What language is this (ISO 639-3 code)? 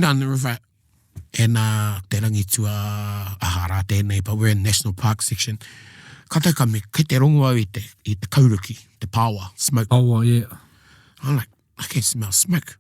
mri